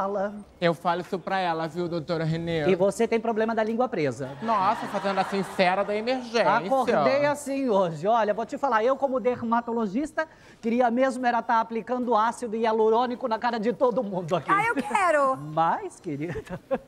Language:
Portuguese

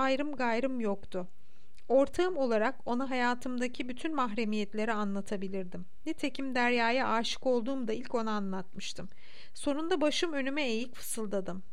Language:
Turkish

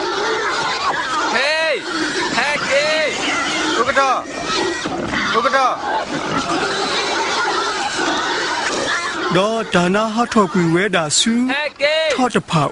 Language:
S'gaw Karen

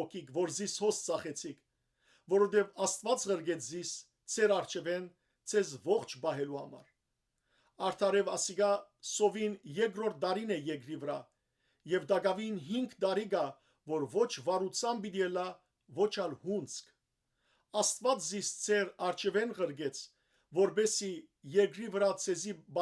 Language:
Western Armenian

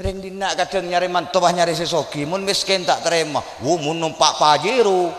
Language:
Madurese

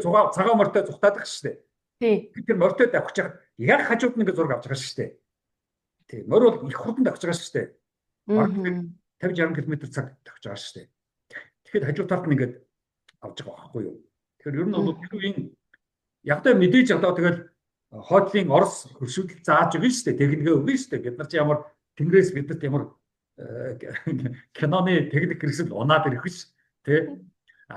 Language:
Mongolian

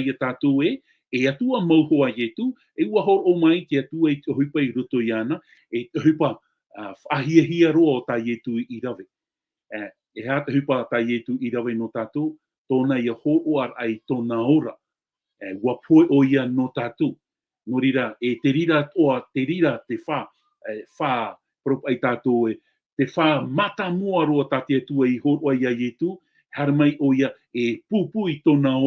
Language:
Tahitian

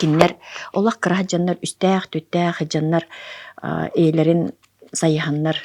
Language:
Yakut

